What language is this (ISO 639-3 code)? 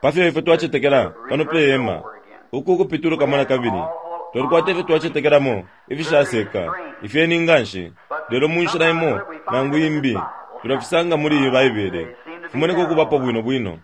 bem